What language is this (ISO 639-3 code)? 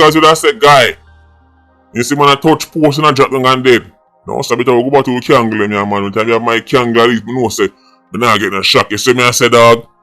jam